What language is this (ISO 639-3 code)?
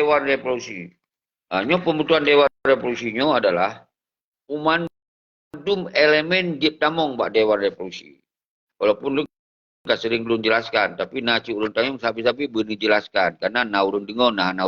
ace